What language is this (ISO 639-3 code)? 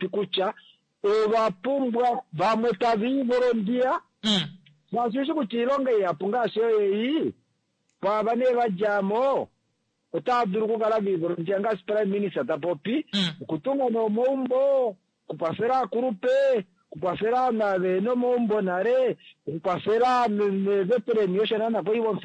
kua